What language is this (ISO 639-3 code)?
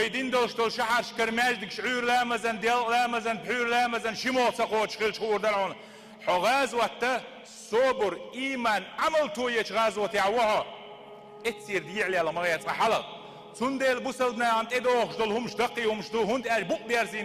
che